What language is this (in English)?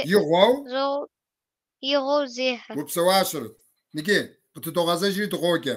Kabardian